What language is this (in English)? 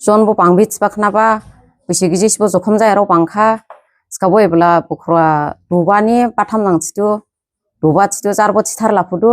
Dimasa